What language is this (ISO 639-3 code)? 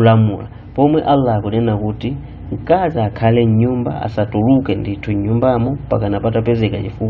nya